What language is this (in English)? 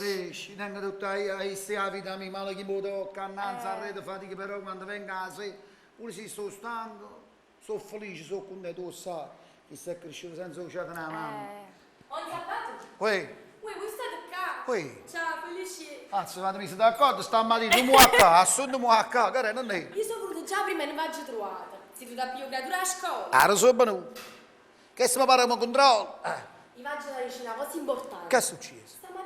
Neapolitan